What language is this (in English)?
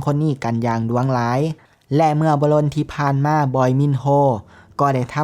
Lao